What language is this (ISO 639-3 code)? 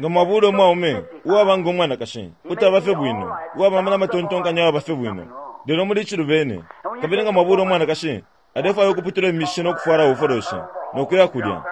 bem